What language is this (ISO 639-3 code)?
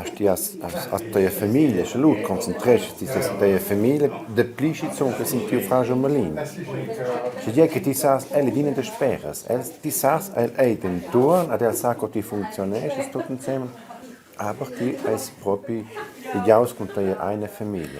roh